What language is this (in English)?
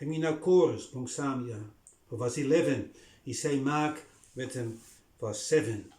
Bislama